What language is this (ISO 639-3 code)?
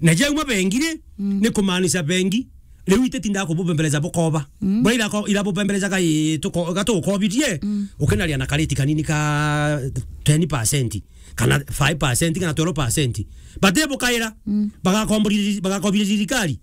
mer